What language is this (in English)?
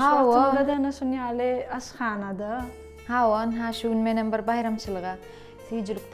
Turkmen